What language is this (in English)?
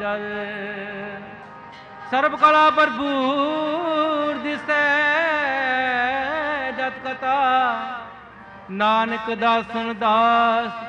Punjabi